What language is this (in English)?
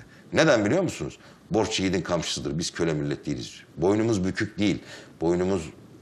Turkish